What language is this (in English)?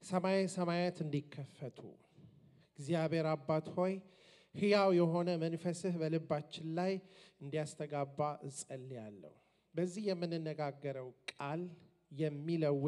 Amharic